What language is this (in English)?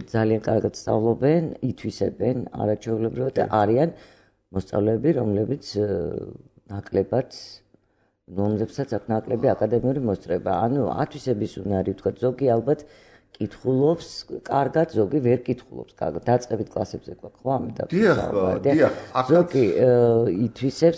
Georgian